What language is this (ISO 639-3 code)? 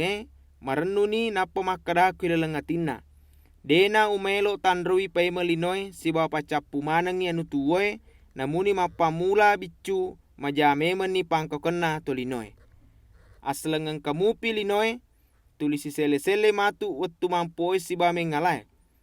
bug